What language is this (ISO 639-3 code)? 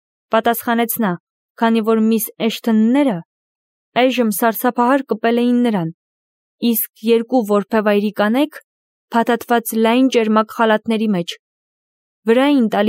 hye